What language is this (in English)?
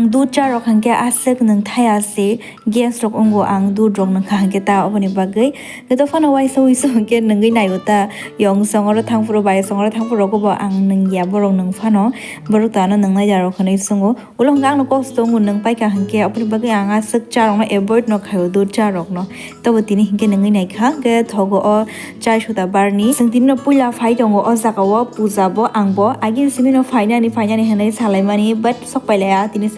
Kok Borok